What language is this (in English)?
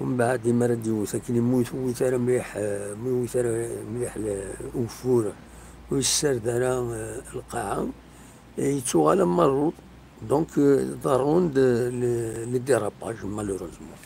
Kabyle